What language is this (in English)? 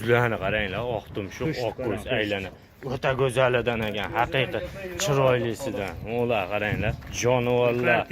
Uzbek